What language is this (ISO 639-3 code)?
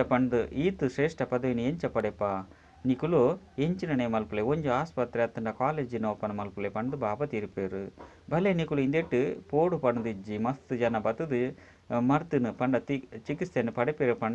tcy